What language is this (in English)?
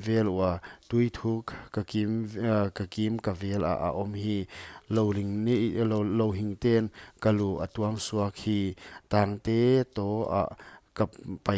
Paite Chin